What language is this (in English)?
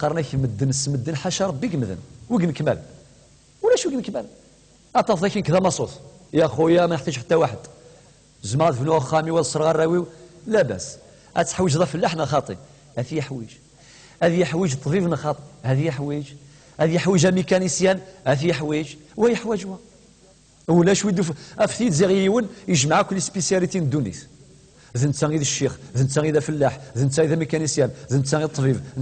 Kabyle